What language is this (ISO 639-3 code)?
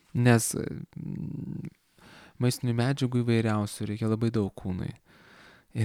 lit